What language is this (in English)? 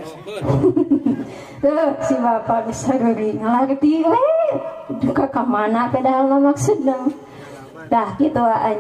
Sundanese